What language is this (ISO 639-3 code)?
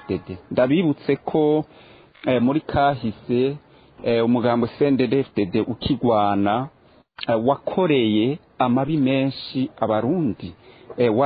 run